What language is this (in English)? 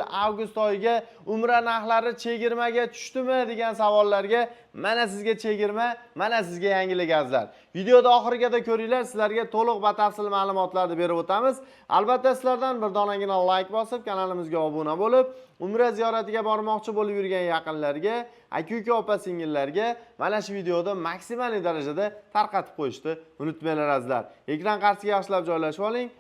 Uzbek